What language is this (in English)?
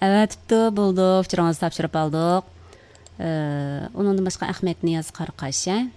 Uyghur